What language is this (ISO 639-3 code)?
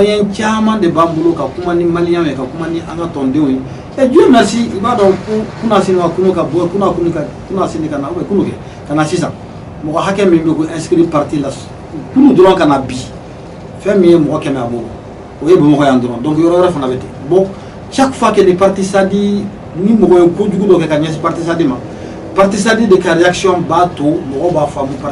bam